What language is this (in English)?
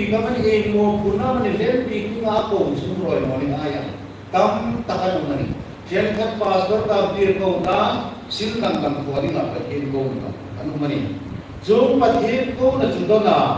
Hmar